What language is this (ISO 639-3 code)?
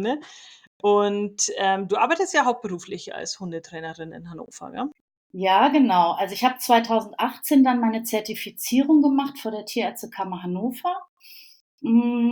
deu